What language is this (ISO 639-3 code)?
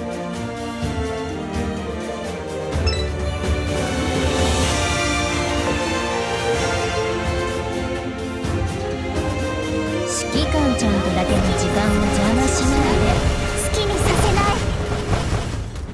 jpn